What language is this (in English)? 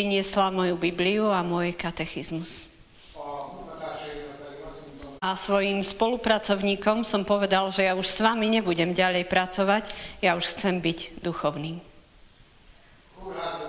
Slovak